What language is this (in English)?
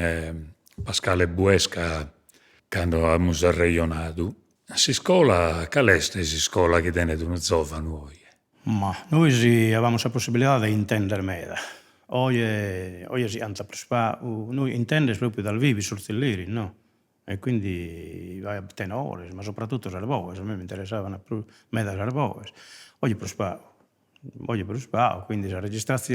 Sardinian